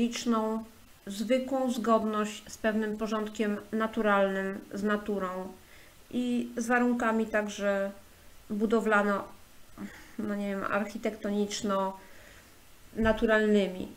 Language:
Polish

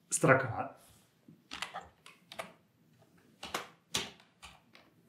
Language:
Russian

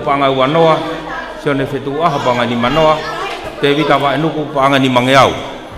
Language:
Tongan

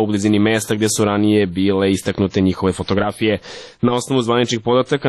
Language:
Serbian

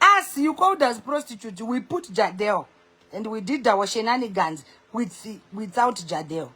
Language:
Shona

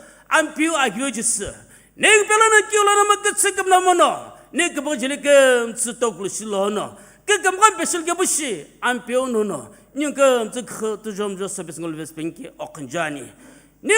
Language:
Sumi Naga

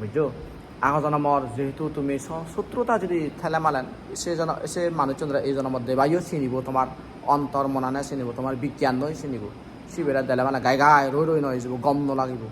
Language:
Chakma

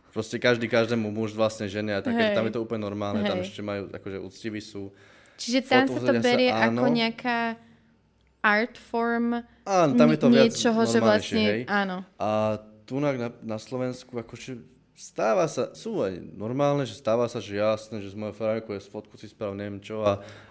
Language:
Slovak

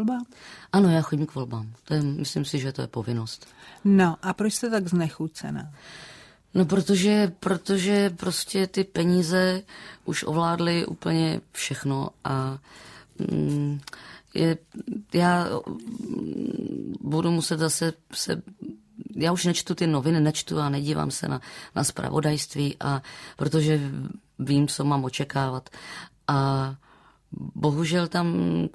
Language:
Czech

